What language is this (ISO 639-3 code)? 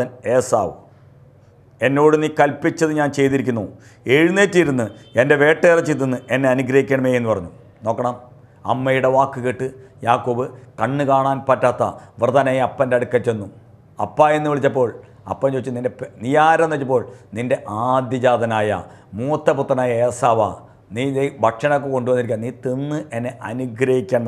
mal